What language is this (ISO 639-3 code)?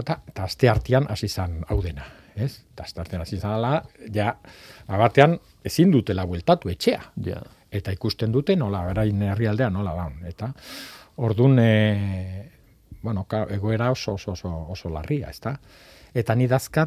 eus